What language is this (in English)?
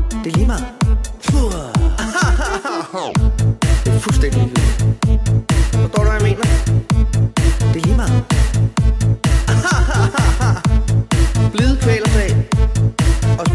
Danish